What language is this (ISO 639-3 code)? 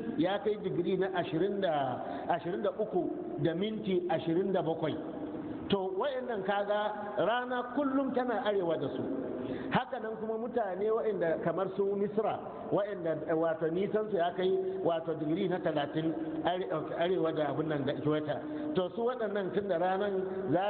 hau